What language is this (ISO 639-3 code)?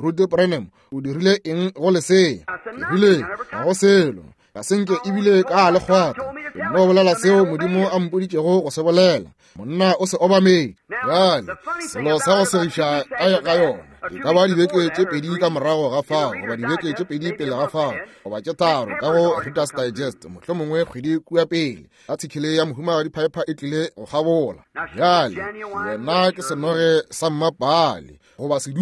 nso